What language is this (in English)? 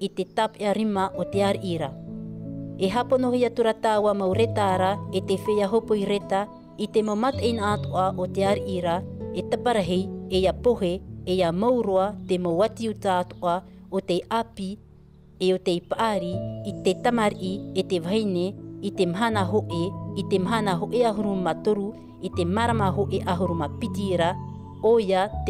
Tahitian